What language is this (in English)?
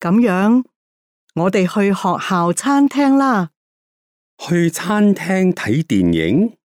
Cantonese